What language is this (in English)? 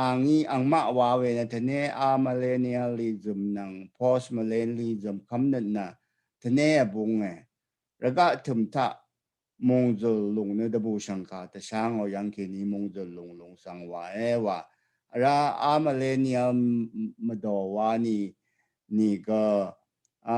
Rawang